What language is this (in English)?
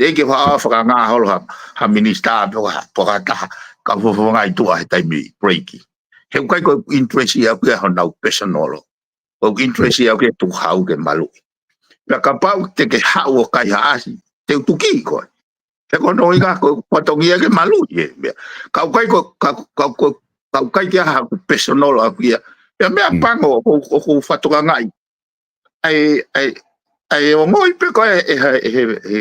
Tongan